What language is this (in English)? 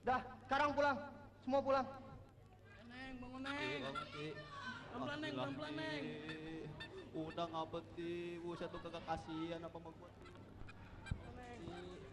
Betawi